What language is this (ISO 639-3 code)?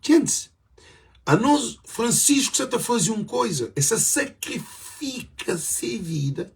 kea